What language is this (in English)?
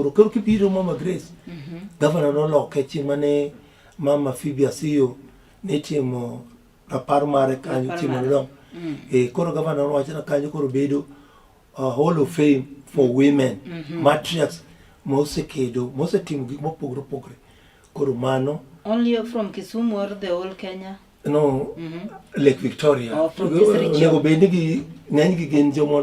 Luo (Kenya and Tanzania)